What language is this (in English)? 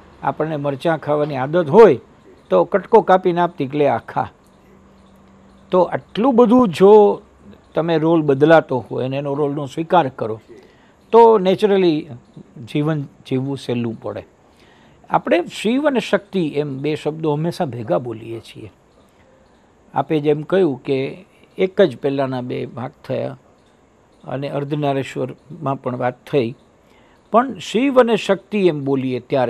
Gujarati